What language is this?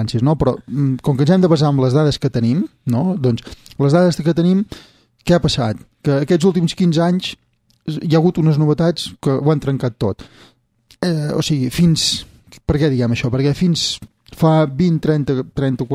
Catalan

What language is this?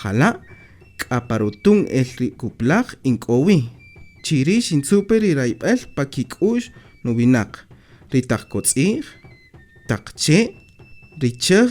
Kaqchikel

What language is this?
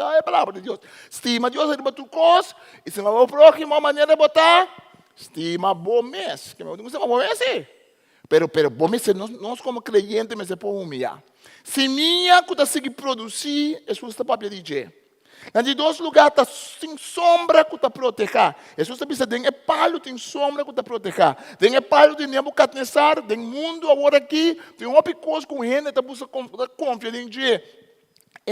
Papiamento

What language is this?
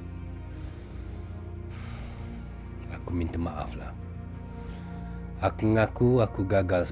Malay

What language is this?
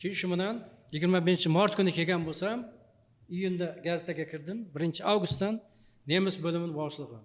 Uzbek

